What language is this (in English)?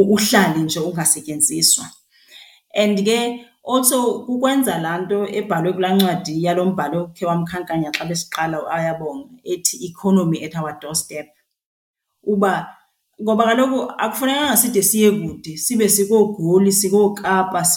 Xhosa